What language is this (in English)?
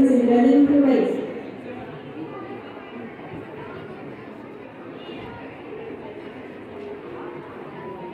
Spanish